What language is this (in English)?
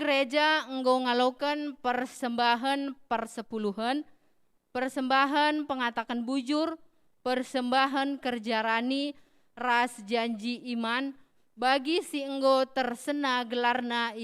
Batak Karo